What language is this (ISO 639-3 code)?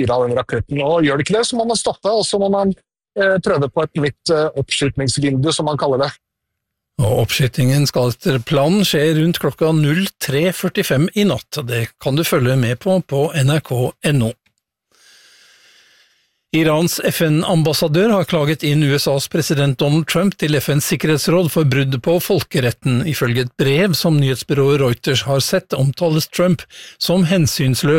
nor